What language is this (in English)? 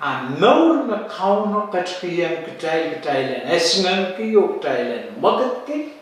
Pohnpeian